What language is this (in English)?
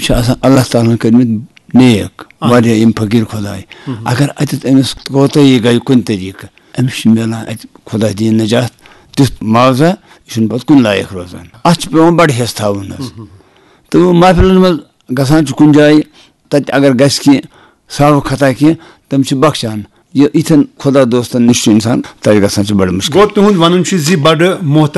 Kashmiri